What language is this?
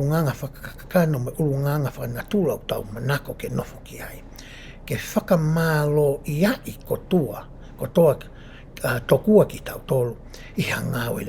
Tongan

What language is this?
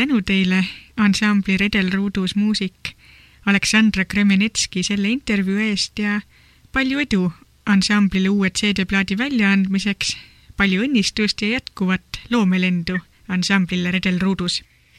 Estonian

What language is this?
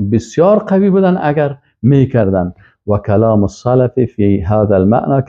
Persian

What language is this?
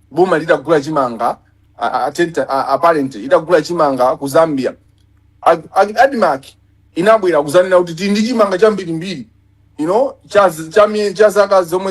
Nyanja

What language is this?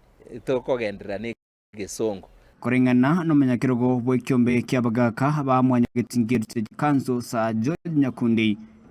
Gusii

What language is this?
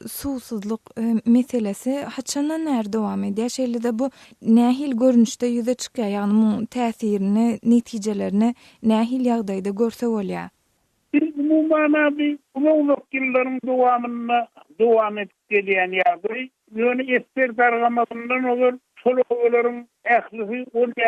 Turkmen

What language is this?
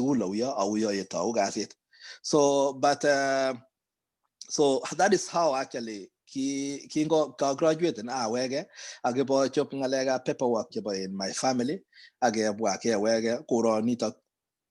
Kalenjin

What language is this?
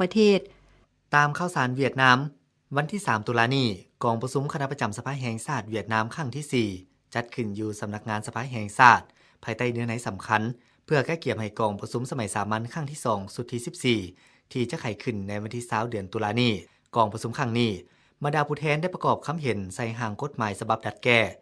Lao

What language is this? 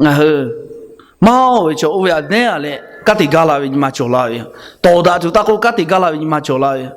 Lahu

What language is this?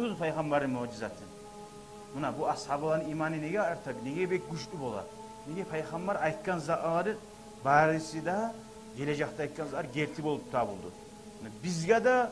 Kumyk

